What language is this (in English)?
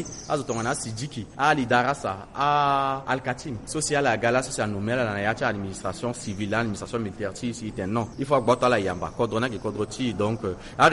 Sango